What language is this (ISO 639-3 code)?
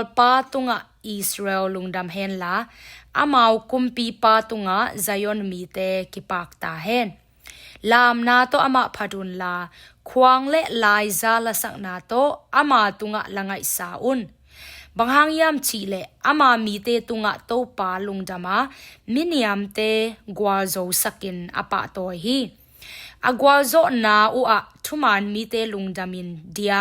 ctd